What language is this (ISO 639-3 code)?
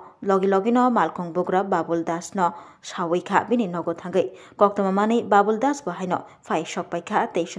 trp